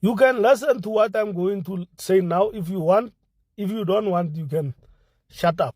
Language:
English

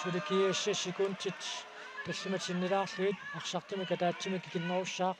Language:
Kalaallisut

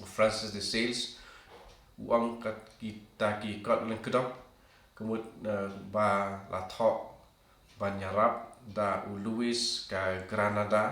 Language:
Khasi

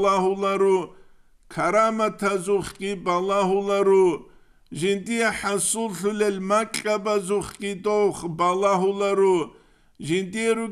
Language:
Avaric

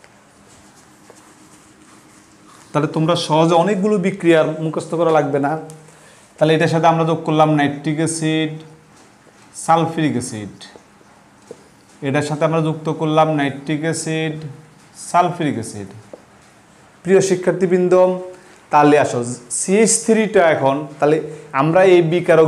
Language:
Bangla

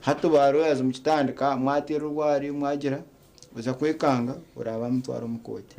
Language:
Nyankole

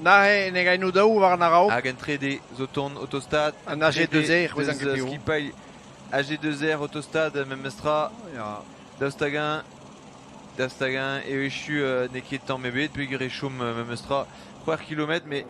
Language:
Breton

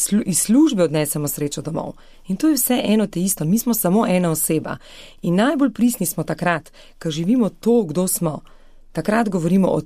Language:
Slovenian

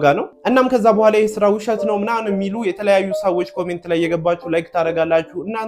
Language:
Amharic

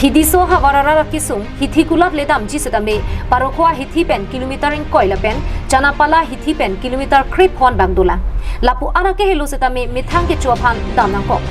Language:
Karbi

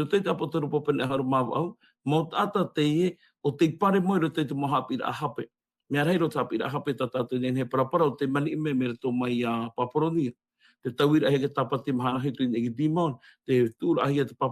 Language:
Tahitian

